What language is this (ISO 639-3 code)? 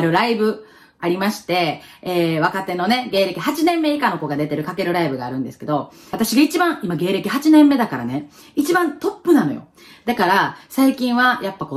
jpn